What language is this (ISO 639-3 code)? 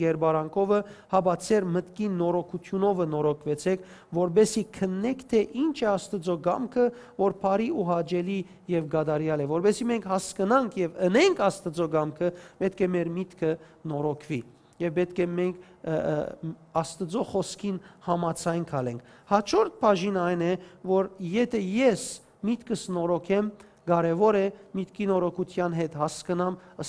hyw